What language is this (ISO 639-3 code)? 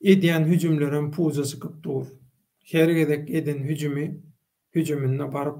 tuk